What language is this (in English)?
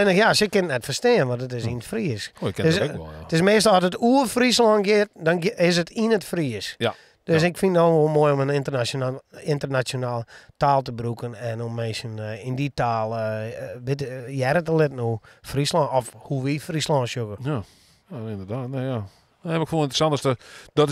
Western Frisian